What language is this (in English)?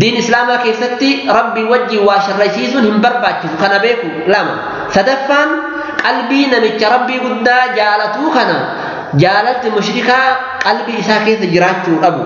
Oromo